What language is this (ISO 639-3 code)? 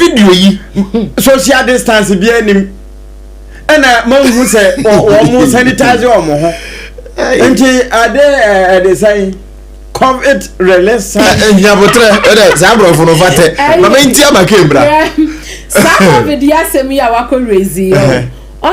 aka